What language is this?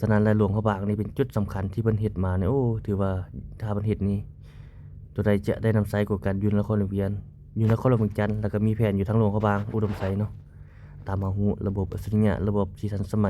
Lao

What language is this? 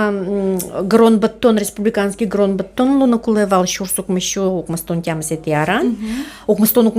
Udmurt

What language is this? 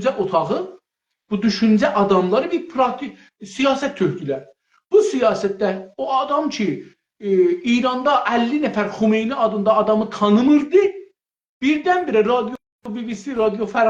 South Azerbaijani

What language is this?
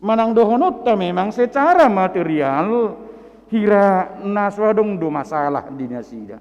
Batak Toba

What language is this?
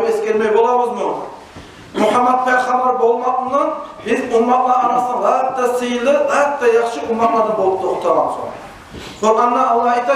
Kumyk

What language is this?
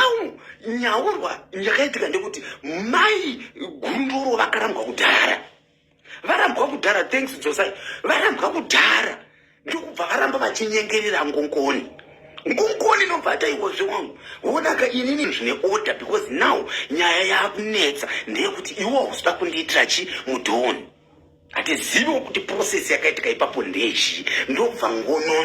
Shona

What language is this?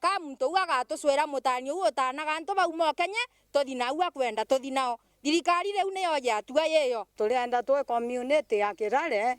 Meru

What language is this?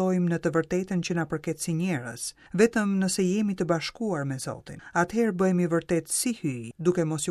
Albanian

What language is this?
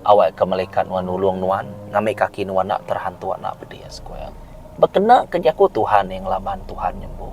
Iban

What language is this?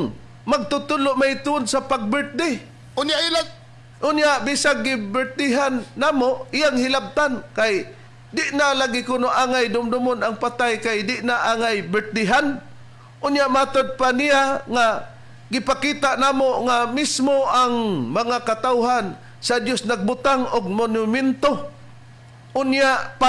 Cebuano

